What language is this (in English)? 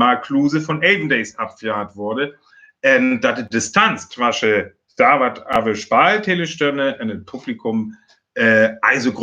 Northern Frisian